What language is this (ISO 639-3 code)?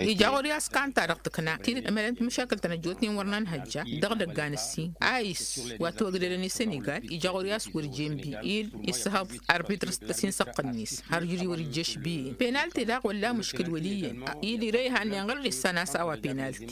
taq